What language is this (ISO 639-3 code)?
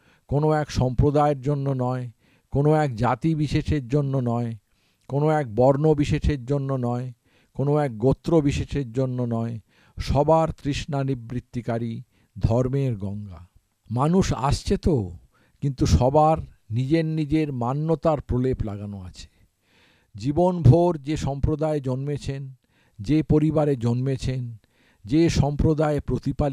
ben